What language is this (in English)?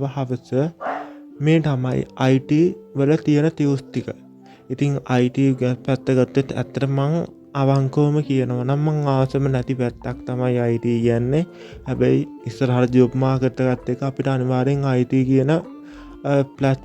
Sinhala